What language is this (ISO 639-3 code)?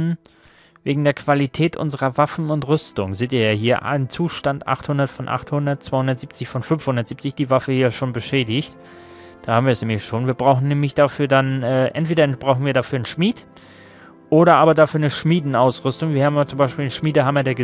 deu